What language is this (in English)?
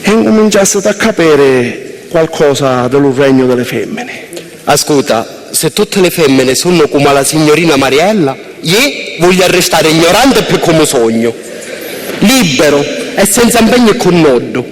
Sicilian